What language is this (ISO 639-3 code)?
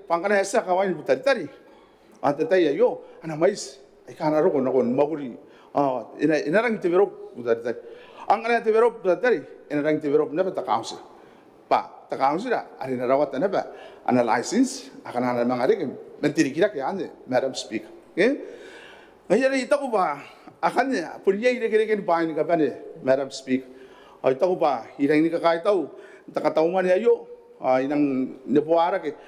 gil